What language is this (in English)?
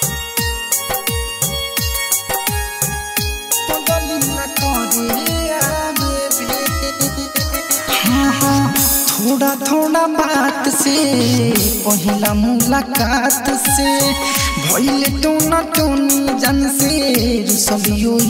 Bhojpuri